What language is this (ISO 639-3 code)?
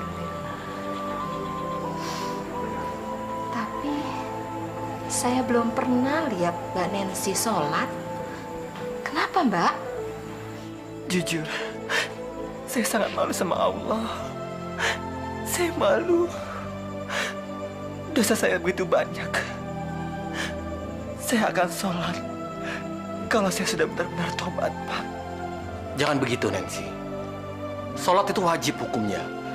ind